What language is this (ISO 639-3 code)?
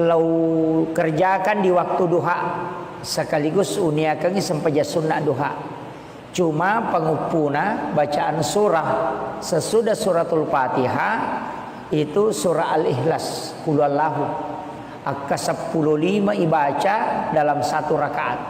bug